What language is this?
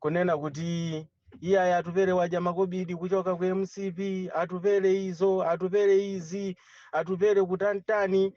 Nyanja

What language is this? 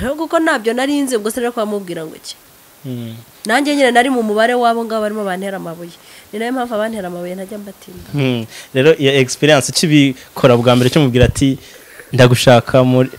Kinyarwanda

